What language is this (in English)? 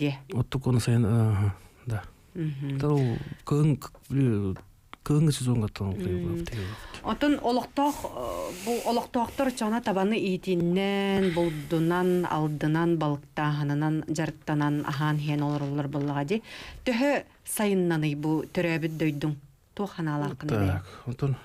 Yakut